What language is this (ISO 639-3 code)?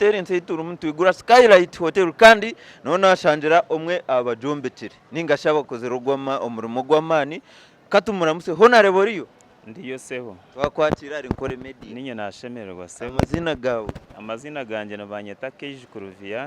nyn